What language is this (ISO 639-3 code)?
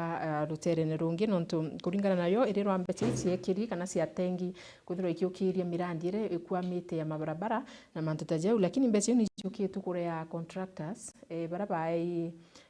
mer